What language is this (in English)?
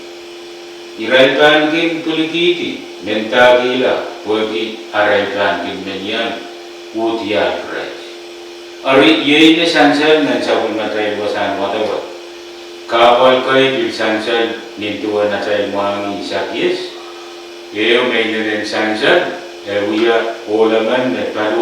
Pohnpeian